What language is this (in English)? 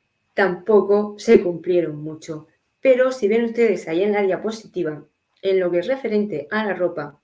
Ladino